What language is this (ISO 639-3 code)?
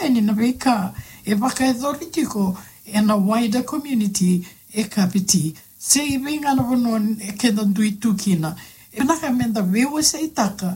fij